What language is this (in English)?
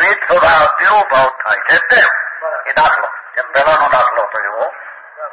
Gujarati